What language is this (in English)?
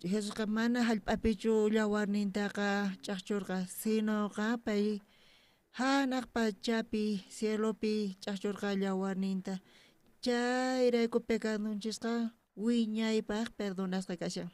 South Bolivian Quechua